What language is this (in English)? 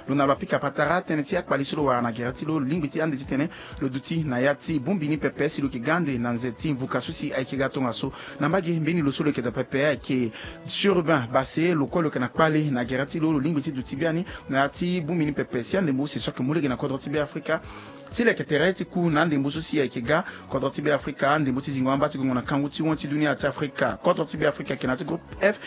Sango